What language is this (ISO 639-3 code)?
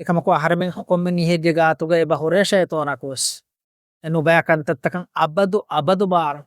div